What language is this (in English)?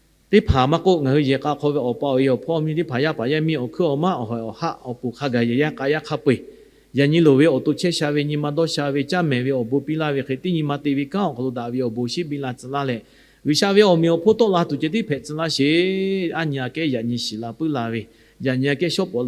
Lahu